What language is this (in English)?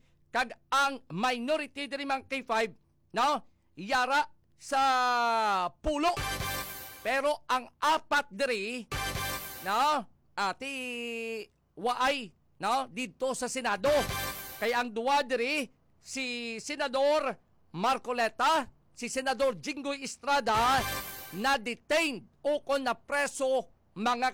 Hiligaynon